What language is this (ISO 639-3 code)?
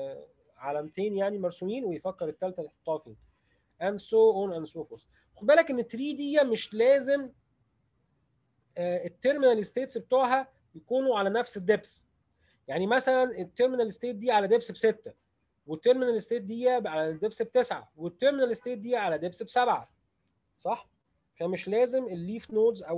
arz